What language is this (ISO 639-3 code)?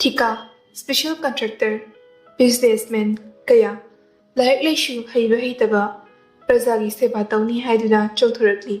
mni